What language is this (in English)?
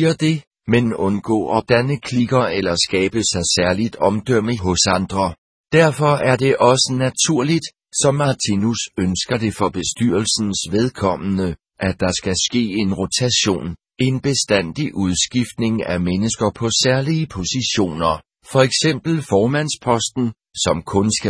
Danish